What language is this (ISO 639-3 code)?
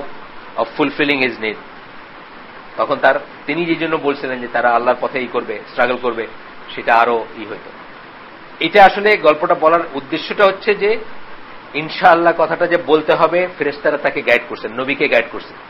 ben